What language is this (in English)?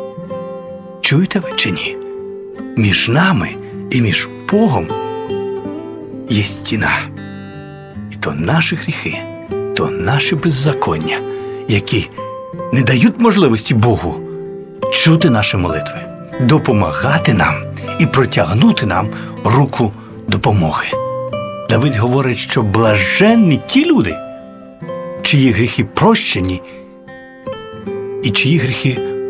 Ukrainian